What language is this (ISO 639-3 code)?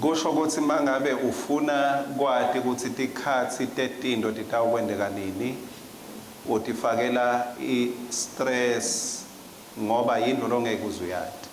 ssw